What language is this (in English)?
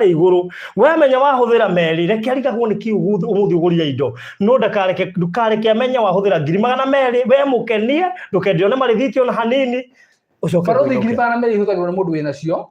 Kikuyu